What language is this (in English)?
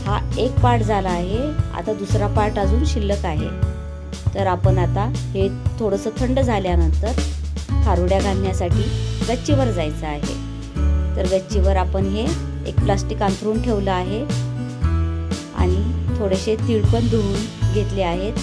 Marathi